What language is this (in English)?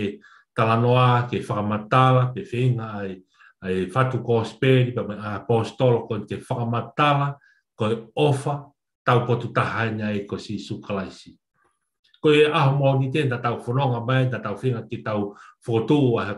Tongan